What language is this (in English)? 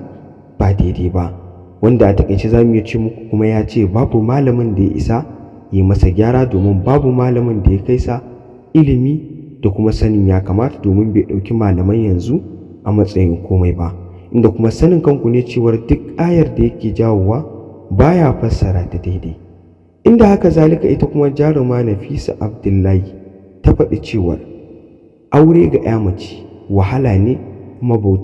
Hausa